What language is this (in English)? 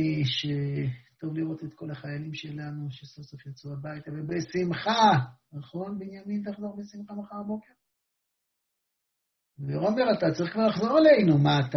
Hebrew